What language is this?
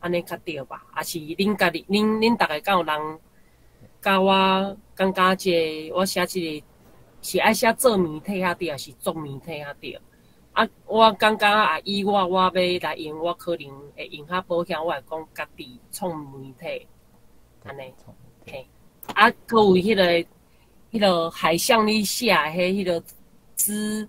Min Nan Chinese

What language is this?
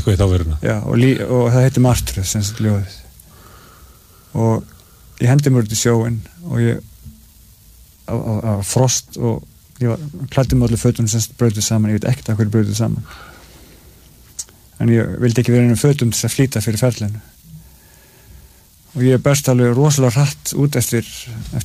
Icelandic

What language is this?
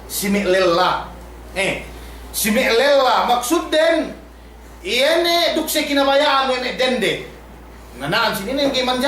Yakan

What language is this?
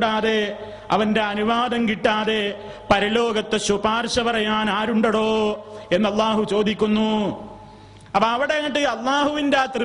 Malayalam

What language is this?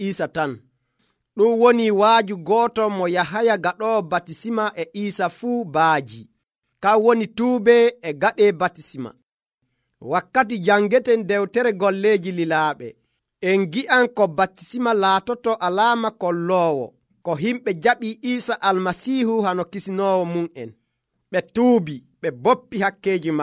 Nigerian Fulfulde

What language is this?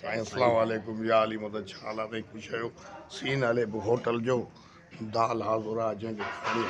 Sindhi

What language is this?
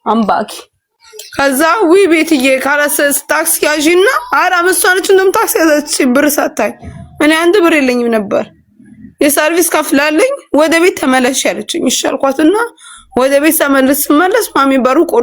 Amharic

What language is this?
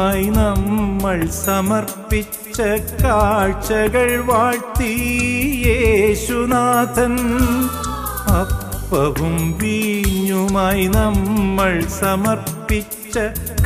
Malayalam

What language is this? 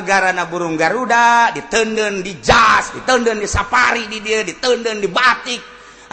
Sundanese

